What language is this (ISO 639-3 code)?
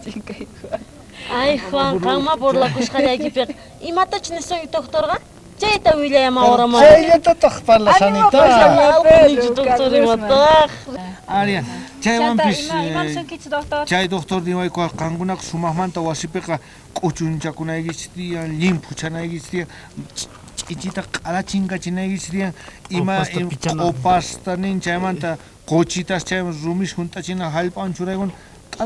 quh